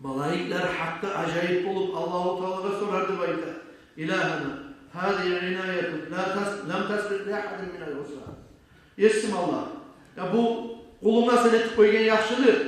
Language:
Kumyk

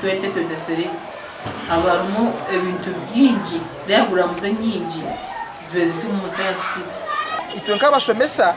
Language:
Nyankole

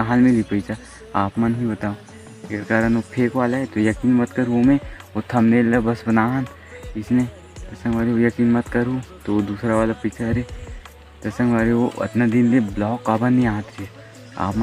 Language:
Chhattisgarhi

